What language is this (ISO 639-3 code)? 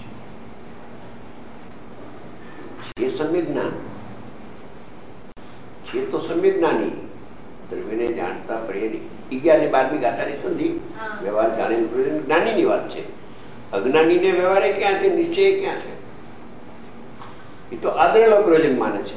guj